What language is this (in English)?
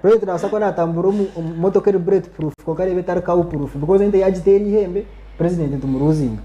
Nyankole